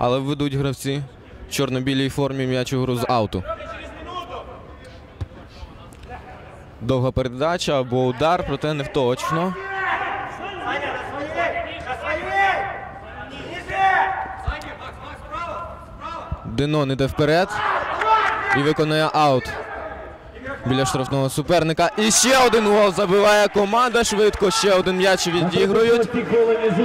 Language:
Ukrainian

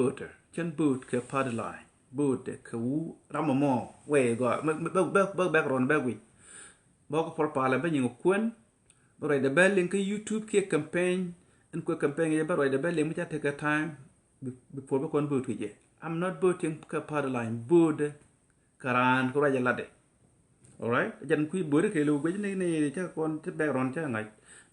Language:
Nuer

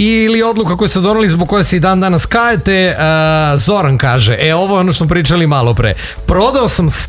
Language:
Serbian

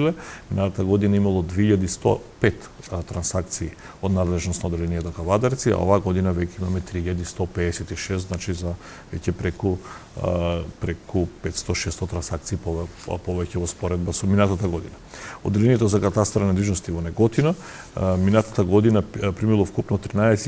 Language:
Macedonian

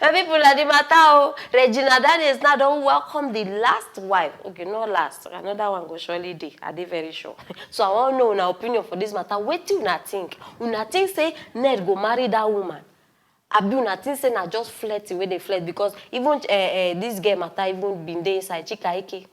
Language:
Nigerian Pidgin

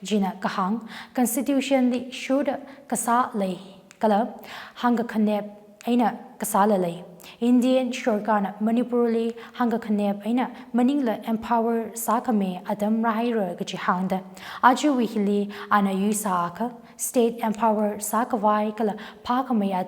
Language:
Tangkhul Naga (India)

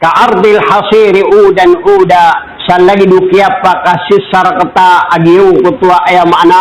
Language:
Maranao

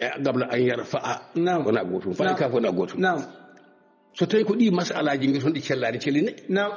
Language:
Fula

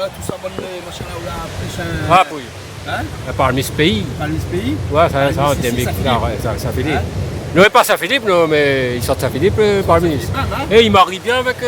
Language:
Réunion Creole French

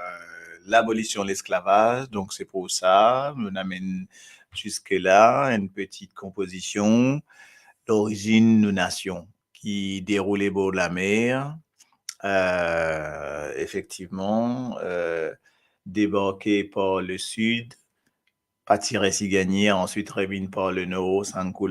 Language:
Morisyen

